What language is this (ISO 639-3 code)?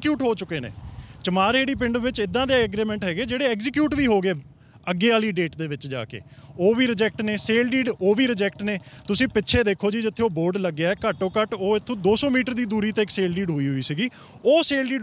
pan